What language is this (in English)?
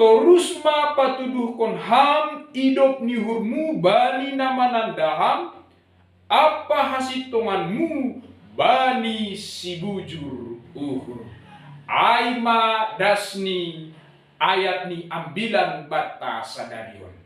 Batak Simalungun